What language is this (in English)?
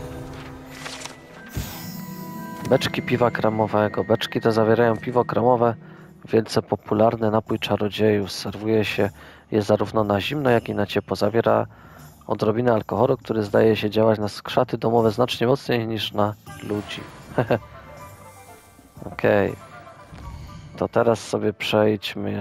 Polish